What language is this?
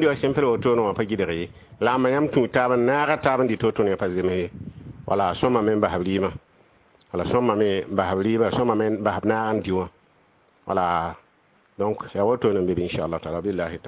Mossi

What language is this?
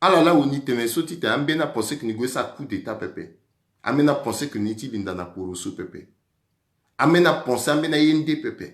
Sango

